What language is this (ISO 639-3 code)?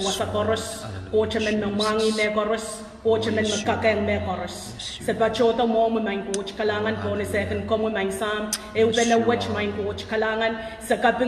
pon